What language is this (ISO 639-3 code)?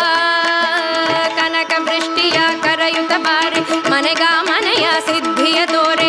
kan